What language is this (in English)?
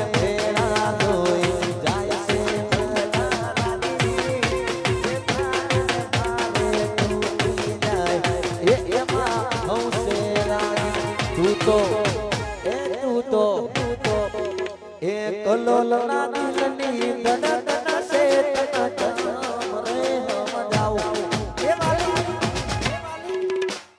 Gujarati